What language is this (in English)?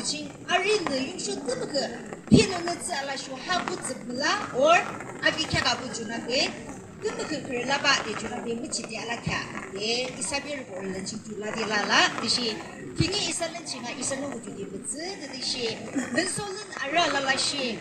Yimchungru Naga